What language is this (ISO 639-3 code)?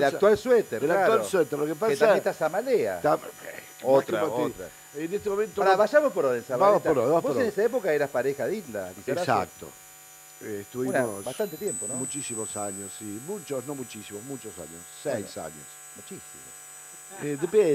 spa